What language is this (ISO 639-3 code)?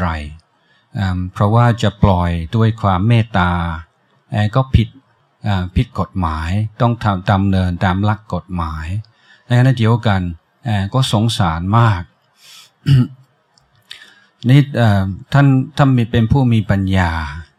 tha